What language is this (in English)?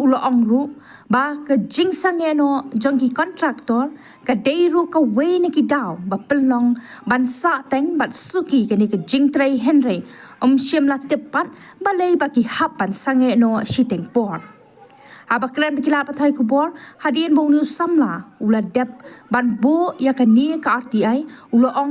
Khasi